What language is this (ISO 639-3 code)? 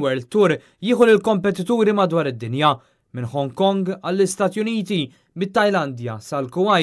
mlt